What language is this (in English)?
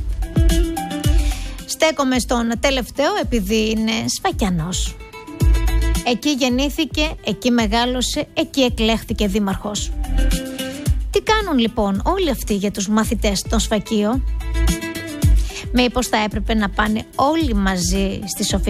Greek